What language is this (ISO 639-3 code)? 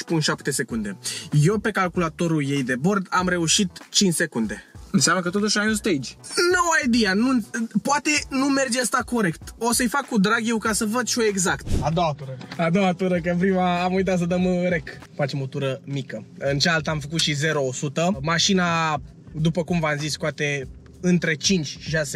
ron